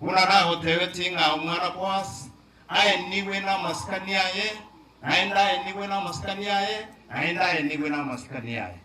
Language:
Gusii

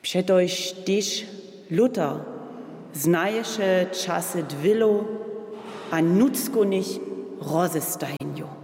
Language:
Upper Sorbian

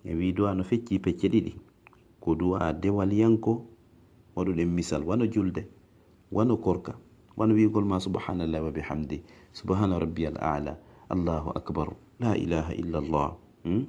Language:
Fula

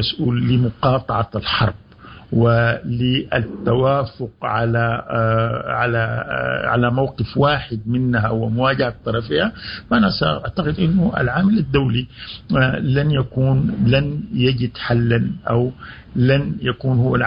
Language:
Sudanese Arabic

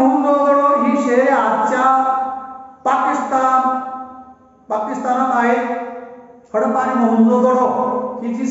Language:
Marathi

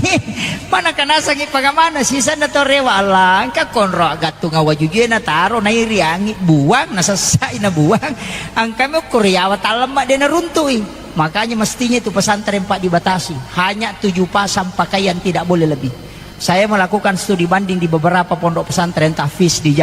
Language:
Buginese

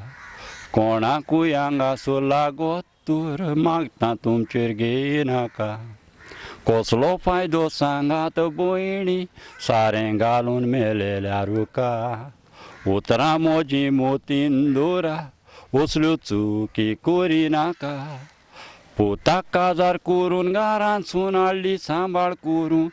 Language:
Konkani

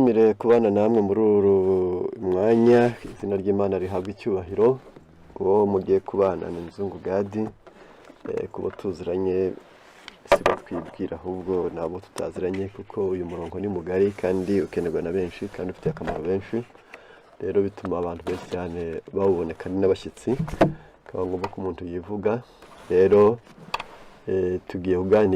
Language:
Kinyarwanda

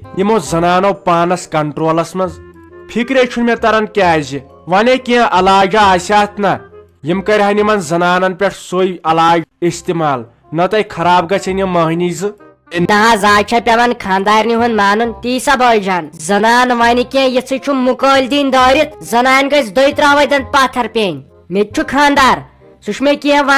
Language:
Kashmiri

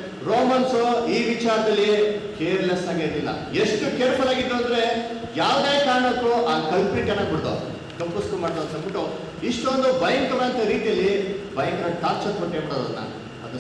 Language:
Kannada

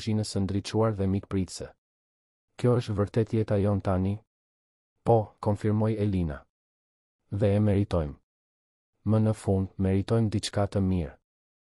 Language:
Albanian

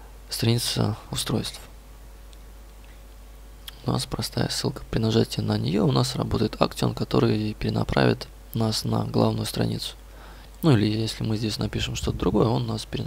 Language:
Russian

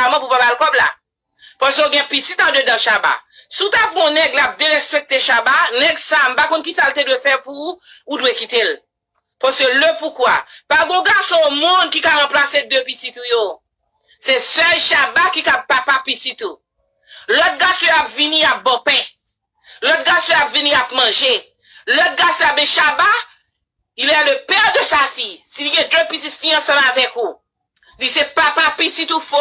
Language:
Haitian Creole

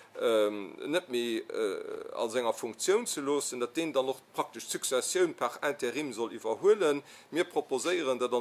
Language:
Luxembourgish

